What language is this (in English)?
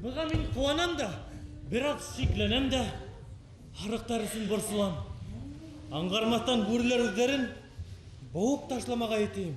Bashkir